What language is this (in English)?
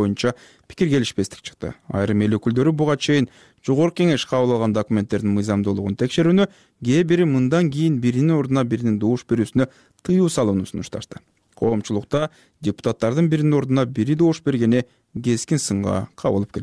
Kyrgyz